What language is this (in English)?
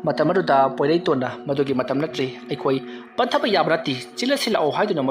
Manipuri